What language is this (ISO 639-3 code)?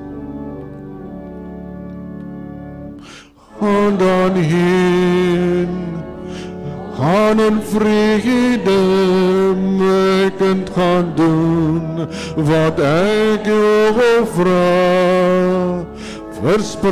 afr